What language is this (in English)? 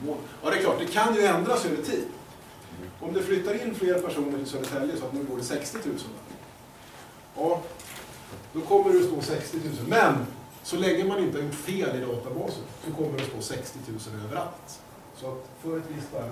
Swedish